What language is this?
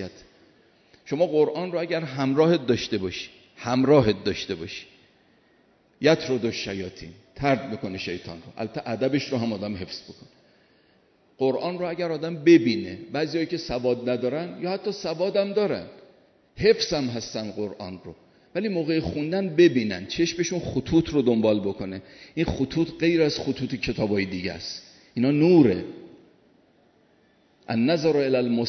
Persian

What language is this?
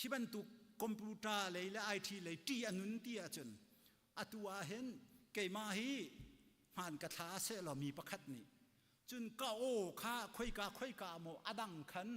Hakha Chin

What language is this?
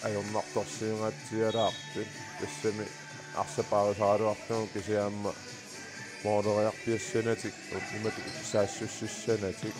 Kalaallisut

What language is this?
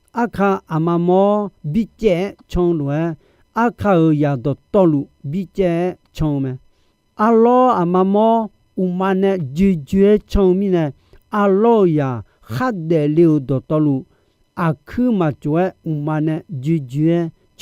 Akha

